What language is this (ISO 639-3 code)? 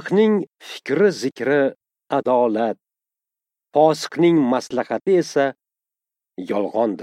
uzb